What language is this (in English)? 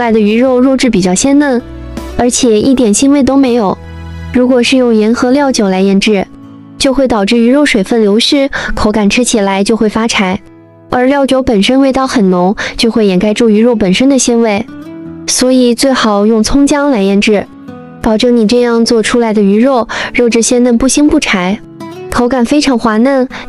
Chinese